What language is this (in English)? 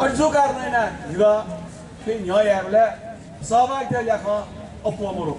Newari